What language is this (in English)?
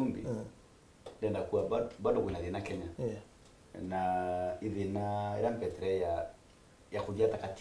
Meru